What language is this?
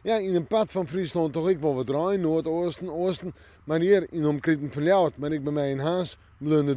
Western Frisian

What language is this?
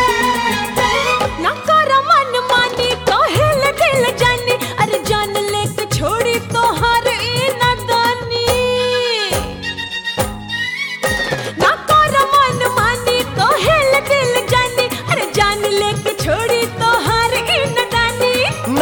Bhojpuri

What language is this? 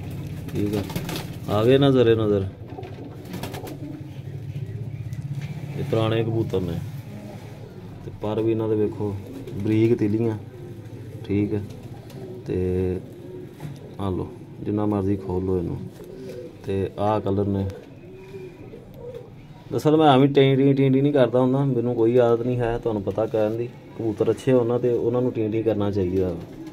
Punjabi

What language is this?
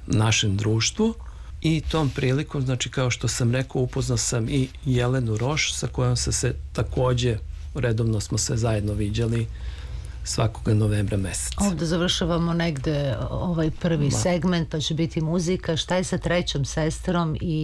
Serbian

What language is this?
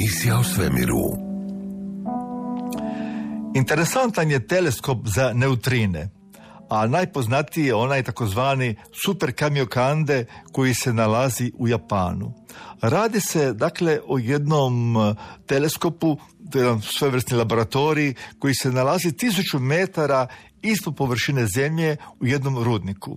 Croatian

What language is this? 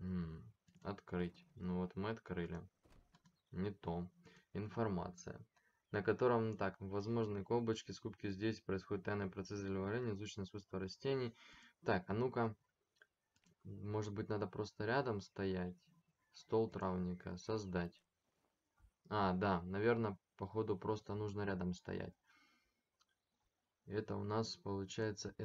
Russian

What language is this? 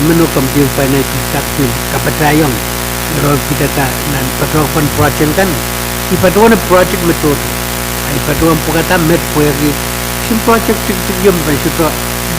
Pohnpeian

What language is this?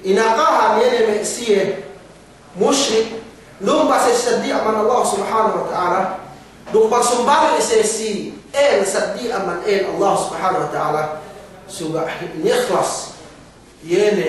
Yakan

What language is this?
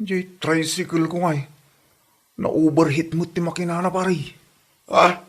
Iloko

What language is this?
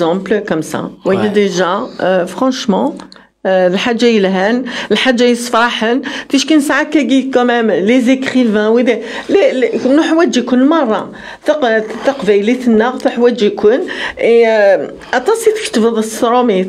Kabyle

